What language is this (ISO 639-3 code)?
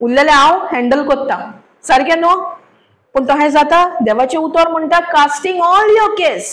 kok